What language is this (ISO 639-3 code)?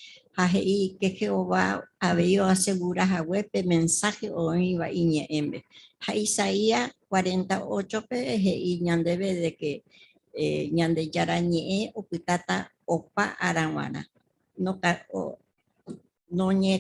grn